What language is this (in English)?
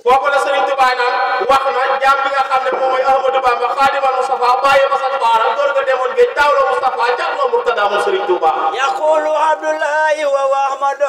Wolof